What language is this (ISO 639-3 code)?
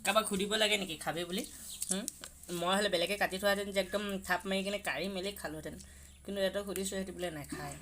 asm